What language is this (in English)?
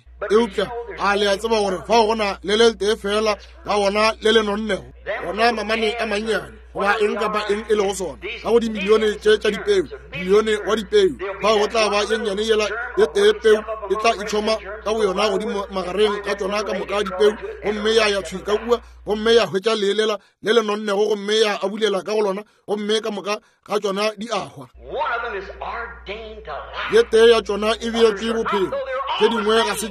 Northern Sotho